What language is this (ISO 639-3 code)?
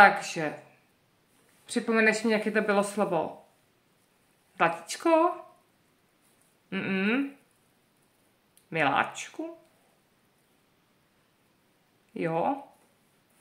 ces